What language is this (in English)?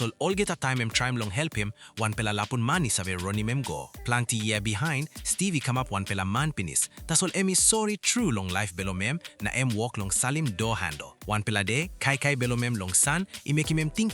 Tok Pisin